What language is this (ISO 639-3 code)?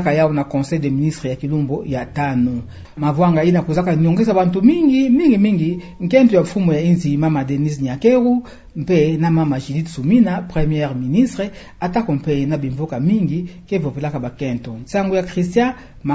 ktu